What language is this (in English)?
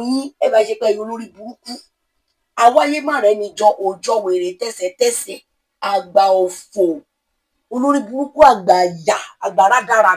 Yoruba